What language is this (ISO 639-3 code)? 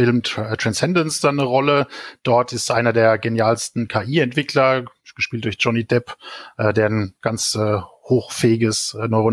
deu